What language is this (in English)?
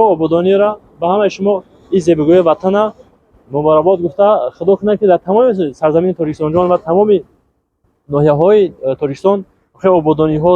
Tajik